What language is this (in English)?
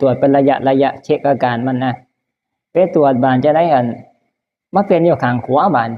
Northeastern Thai